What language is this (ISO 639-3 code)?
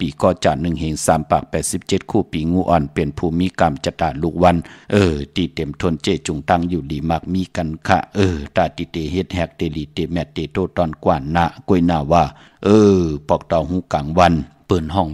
shn